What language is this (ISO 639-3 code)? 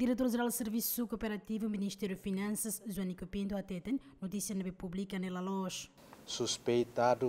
tet